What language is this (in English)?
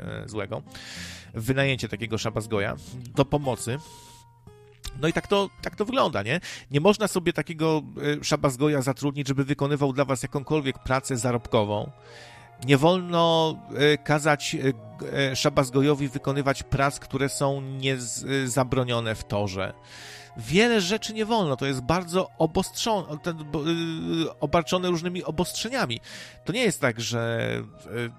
Polish